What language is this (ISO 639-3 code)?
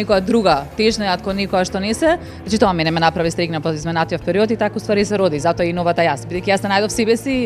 mkd